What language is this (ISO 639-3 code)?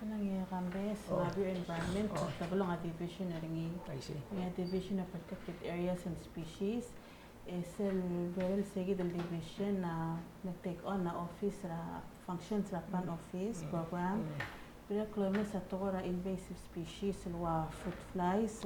pau